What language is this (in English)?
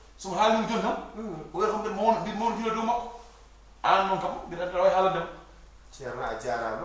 Fula